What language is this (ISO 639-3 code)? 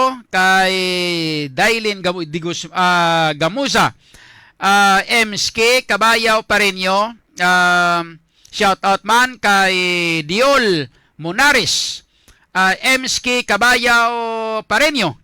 hil